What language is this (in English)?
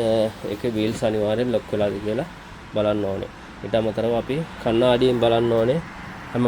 Sinhala